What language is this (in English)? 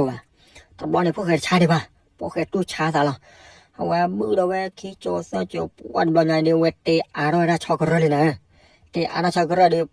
S'gaw Karen